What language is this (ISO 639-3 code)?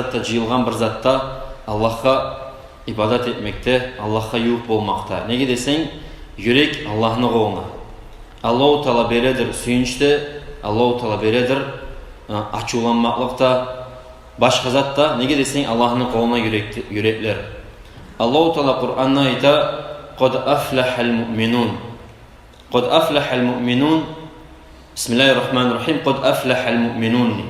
kum